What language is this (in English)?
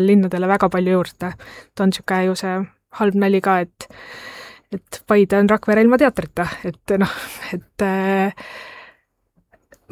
Estonian